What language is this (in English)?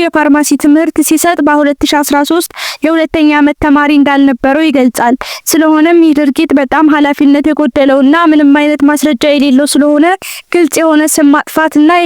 Amharic